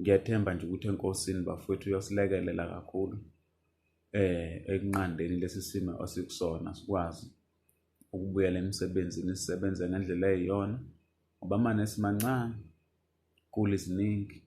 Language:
Zulu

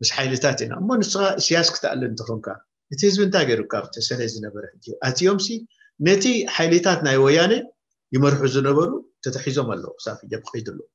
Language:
Tigrinya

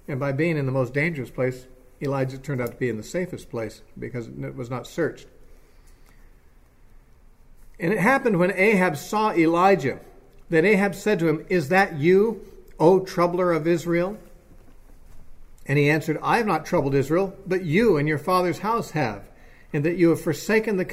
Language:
English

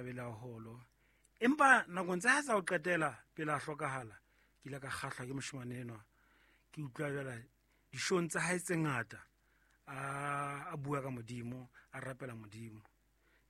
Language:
Southern Sotho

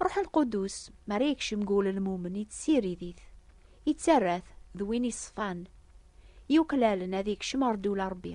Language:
Kabyle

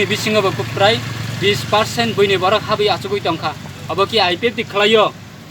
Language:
Kok Borok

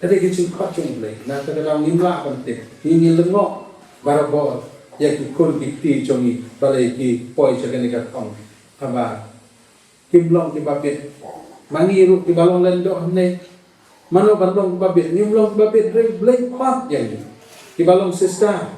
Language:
Khasi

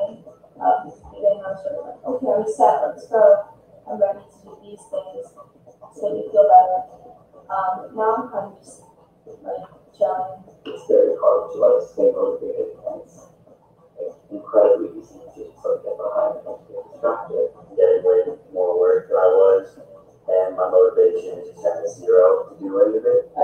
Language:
English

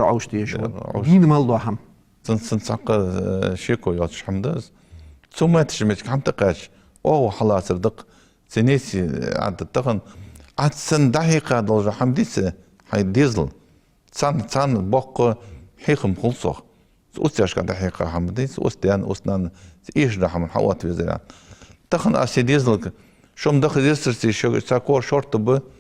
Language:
Ingush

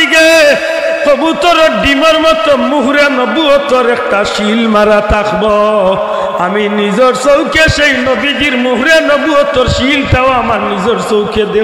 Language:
Sylheti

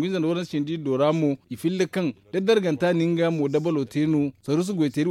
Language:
Zarma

